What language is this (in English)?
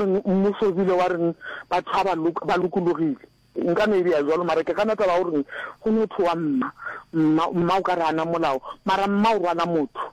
Northern Sotho